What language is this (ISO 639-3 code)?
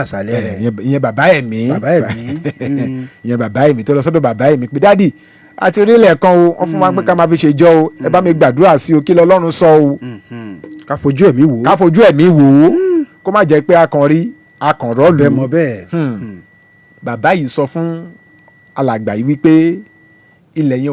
yor